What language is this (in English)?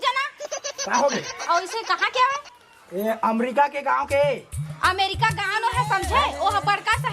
Chhattisgarhi